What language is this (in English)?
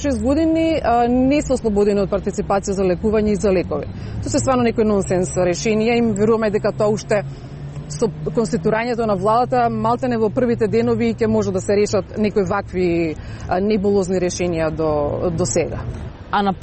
Macedonian